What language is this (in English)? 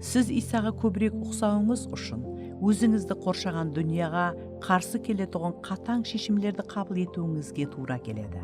Kara-Kalpak